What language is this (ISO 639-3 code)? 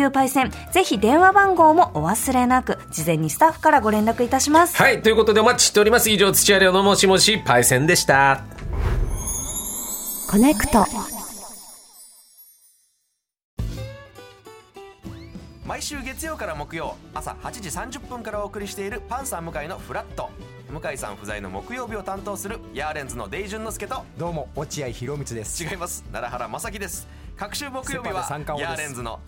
jpn